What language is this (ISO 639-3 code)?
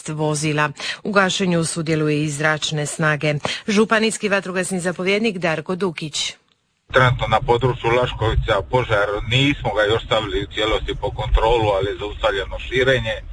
hrv